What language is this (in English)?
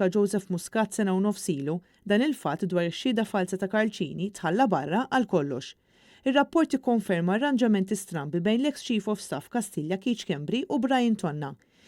Maltese